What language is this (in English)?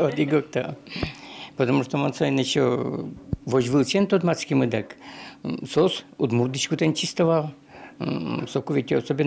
Udmurt